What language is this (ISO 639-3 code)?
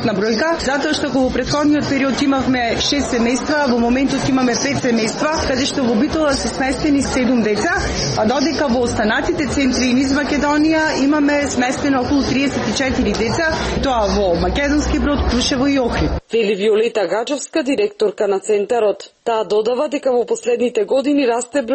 mkd